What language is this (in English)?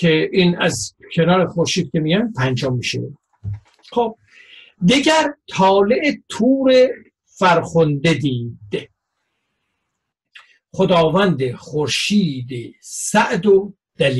Persian